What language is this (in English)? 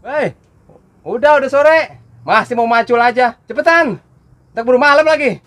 Betawi